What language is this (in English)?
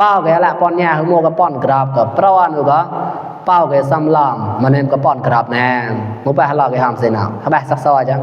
Mon